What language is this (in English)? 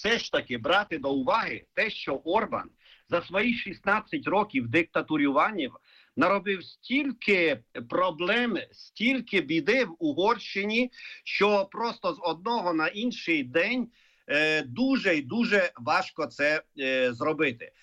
Ukrainian